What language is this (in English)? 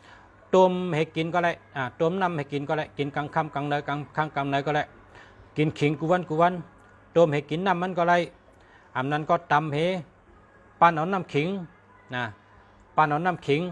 Shan